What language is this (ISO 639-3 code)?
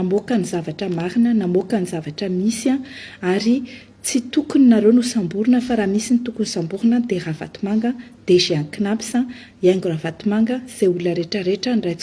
mlg